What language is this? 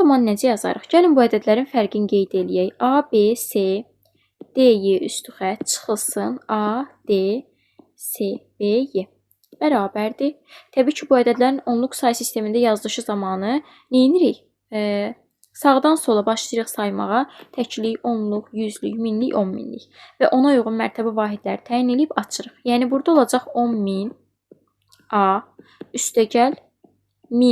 Azerbaijani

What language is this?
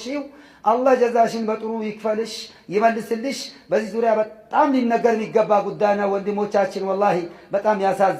Amharic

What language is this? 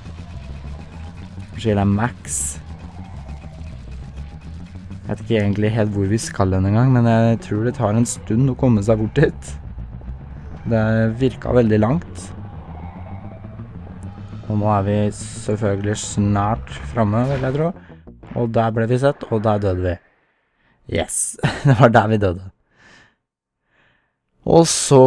Norwegian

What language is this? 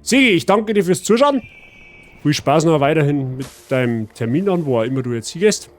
Bavarian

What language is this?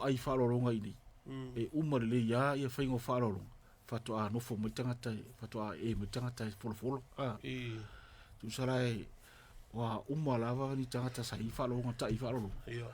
Samoan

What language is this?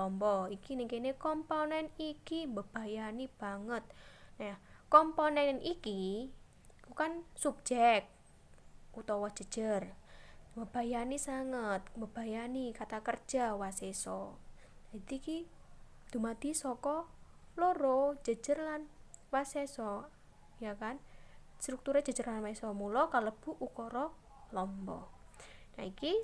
Javanese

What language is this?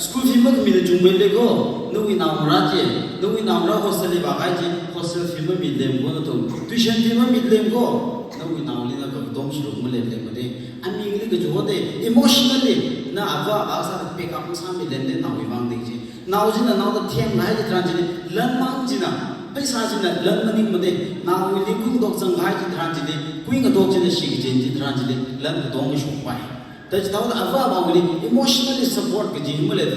Tangkhul Naga (India)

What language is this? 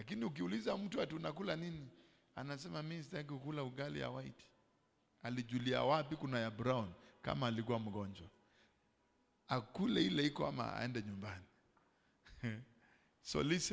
Swahili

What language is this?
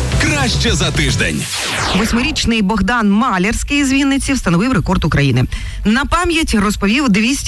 Ukrainian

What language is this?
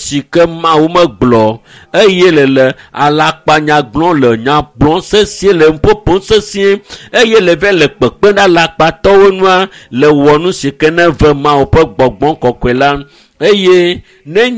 Ewe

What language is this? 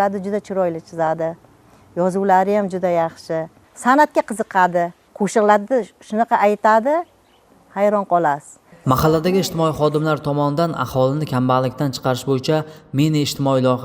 Uzbek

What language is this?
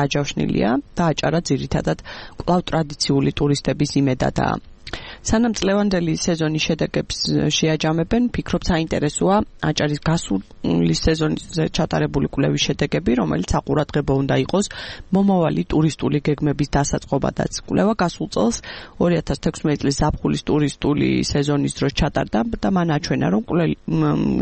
Georgian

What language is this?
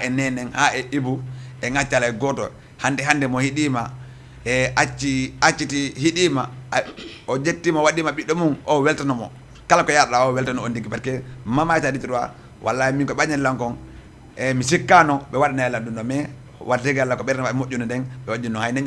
Fula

